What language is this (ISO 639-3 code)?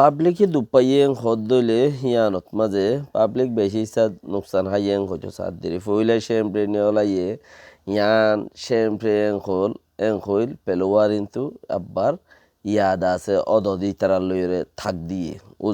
rhg